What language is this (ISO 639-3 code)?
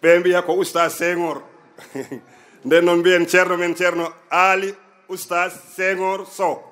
ful